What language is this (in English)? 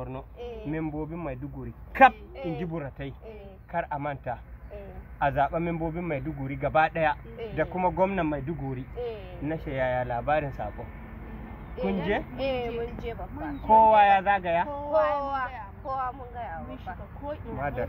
Hausa